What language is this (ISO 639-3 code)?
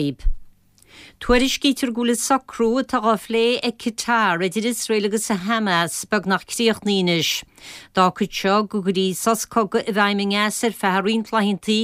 gle